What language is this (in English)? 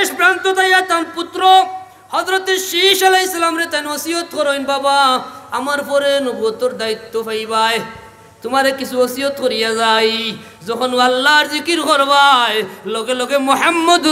Sylheti